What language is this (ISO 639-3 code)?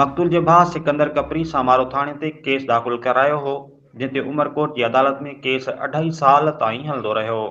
snd